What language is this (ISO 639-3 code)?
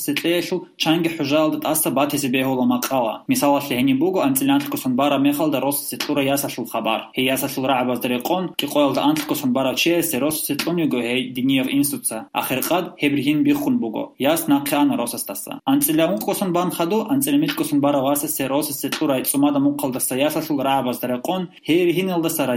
ava